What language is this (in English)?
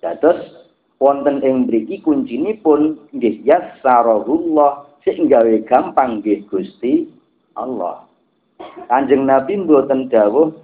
Javanese